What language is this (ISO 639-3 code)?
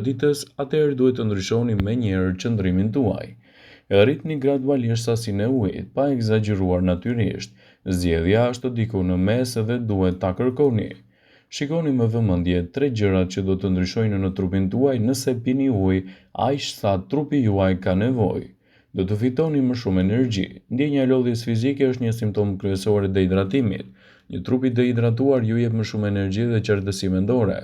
sqi